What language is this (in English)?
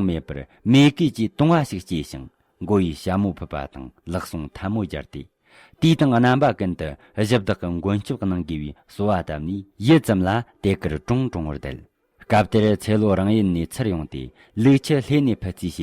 Tibetan